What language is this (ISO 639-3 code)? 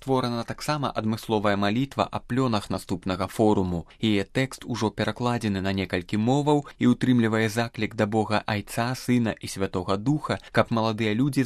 bel